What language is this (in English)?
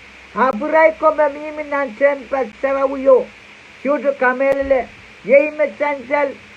Pohnpeian